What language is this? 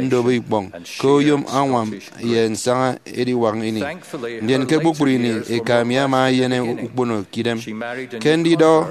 Efik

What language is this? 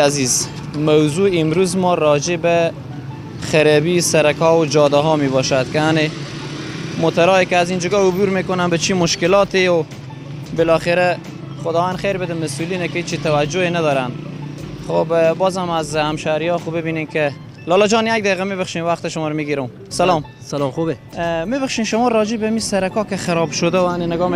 Persian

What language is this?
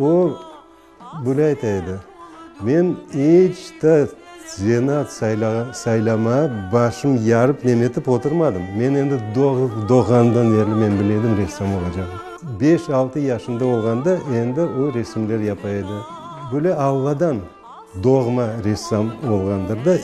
Crimean Tatar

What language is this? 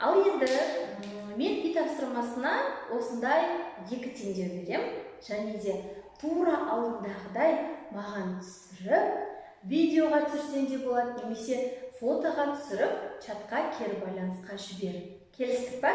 Kazakh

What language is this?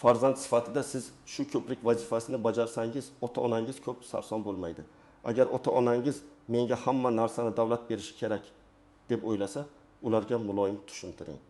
Uzbek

